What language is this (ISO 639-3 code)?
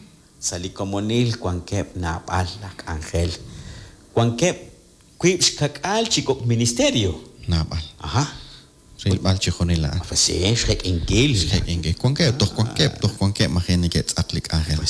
kek